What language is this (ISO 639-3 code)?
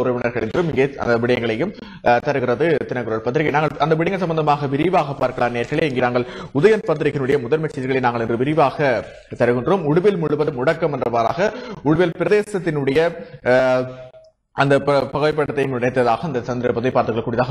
tam